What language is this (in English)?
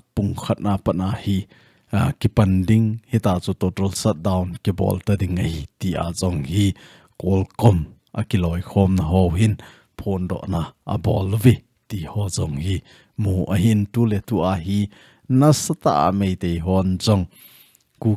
Thado Chin